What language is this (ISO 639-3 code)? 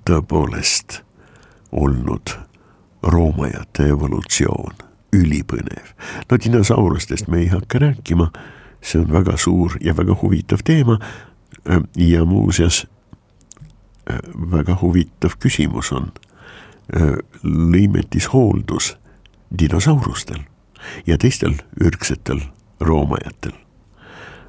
est